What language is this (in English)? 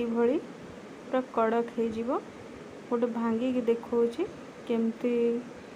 Odia